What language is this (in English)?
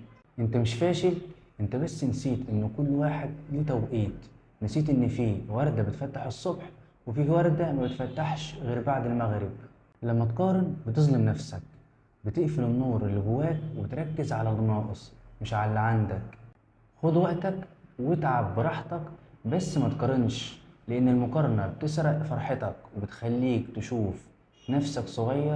Egyptian Arabic